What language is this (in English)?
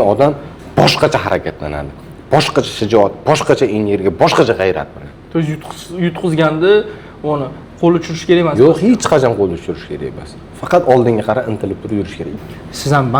Uzbek